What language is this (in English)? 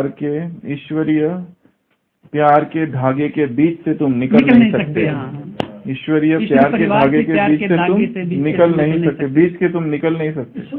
Hindi